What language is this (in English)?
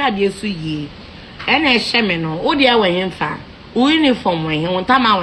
Akan